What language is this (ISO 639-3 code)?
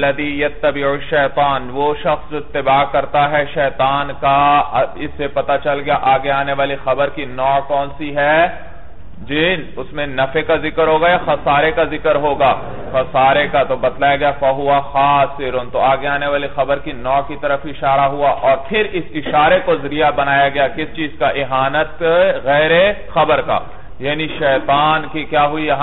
urd